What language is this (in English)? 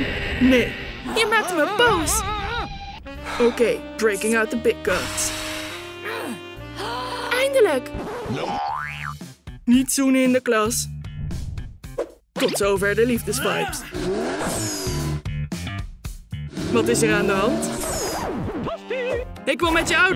Dutch